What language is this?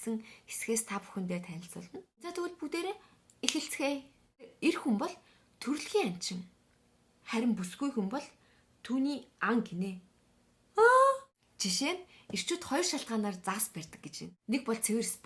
Mongolian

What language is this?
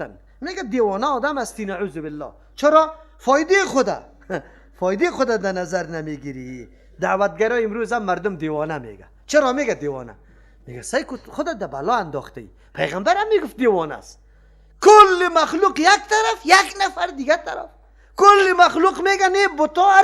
Persian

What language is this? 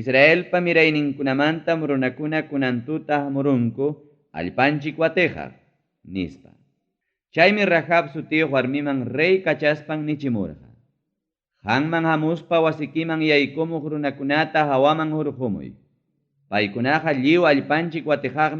Ayacucho Quechua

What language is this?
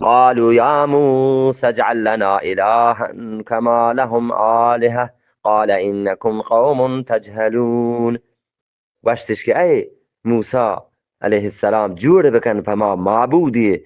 Eastern Balochi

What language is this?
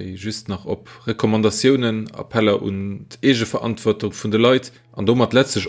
Luxembourgish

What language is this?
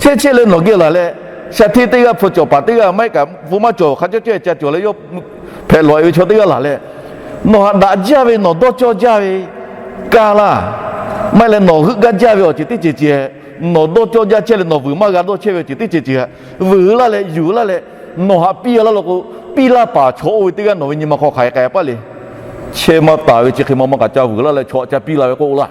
Lahu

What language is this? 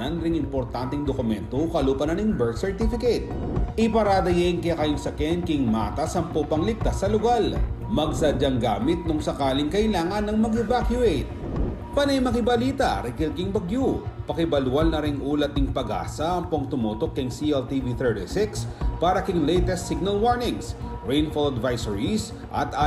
Pampanga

